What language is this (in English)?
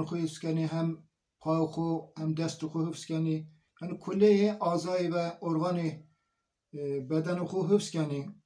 Zaza